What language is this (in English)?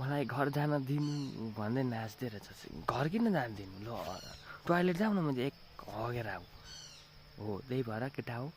Nepali